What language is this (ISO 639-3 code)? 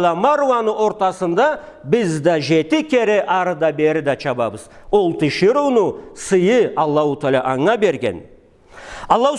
krc